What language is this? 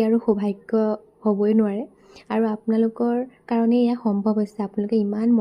Assamese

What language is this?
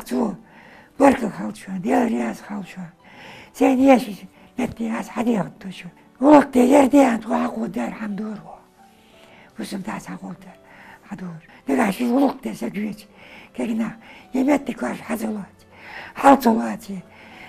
Ingush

